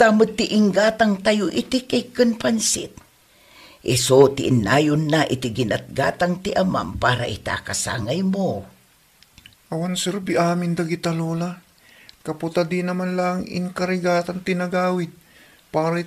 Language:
Iloko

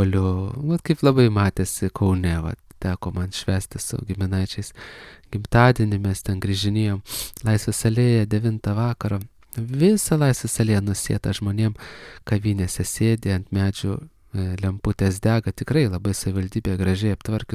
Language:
Lithuanian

